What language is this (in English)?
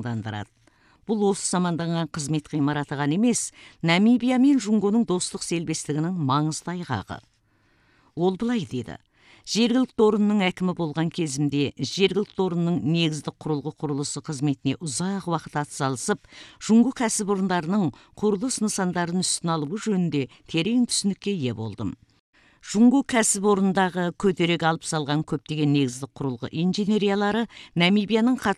Kazakh